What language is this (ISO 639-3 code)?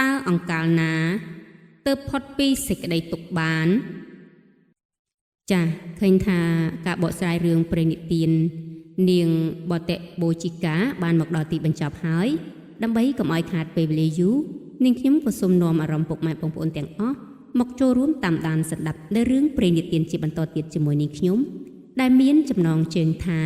khm